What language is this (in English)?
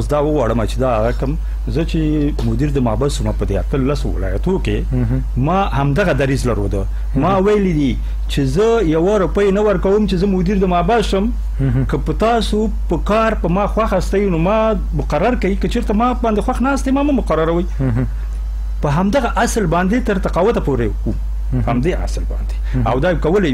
Pashto